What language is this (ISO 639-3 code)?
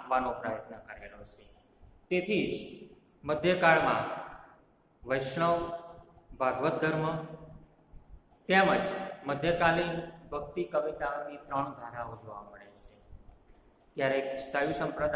guj